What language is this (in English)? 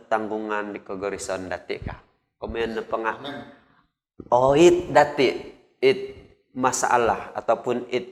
Central Dusun